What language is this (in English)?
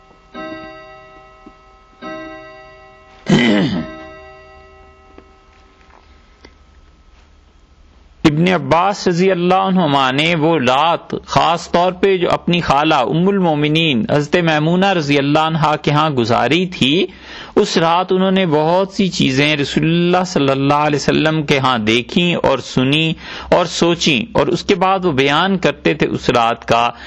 Urdu